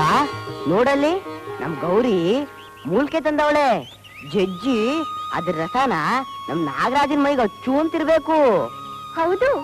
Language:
Kannada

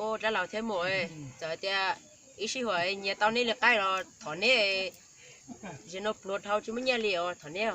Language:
Hmong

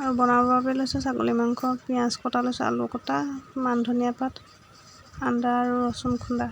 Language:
Assamese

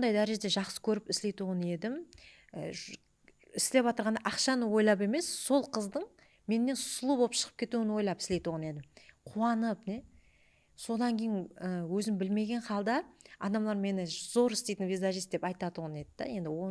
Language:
Kara-Kalpak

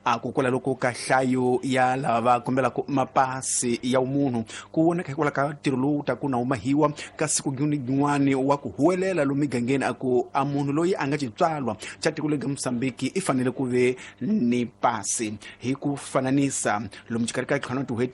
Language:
Tsonga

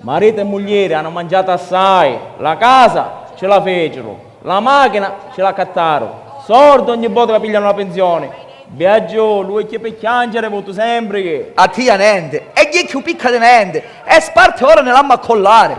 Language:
Sicilian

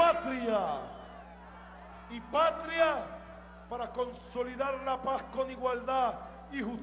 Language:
Spanish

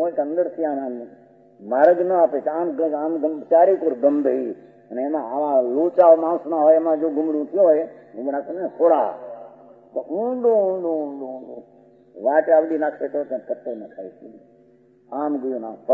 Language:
Gujarati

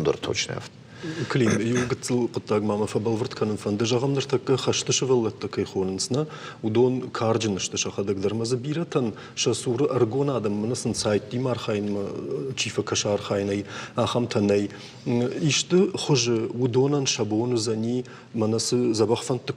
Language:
Ossetic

